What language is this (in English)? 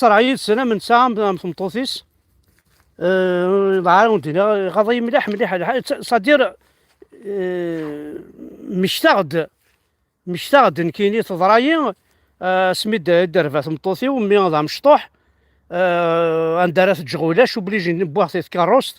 Kabyle